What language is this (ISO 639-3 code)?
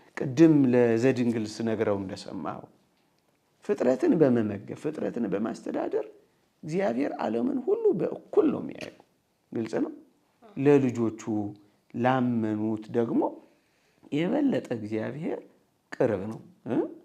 amh